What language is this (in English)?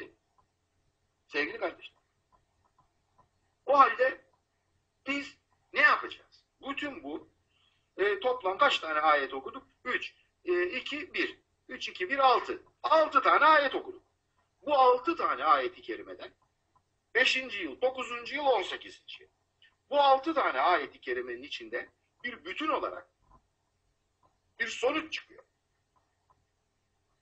Turkish